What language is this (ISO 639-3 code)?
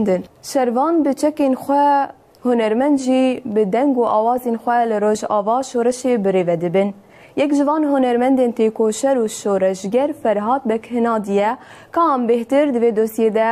kur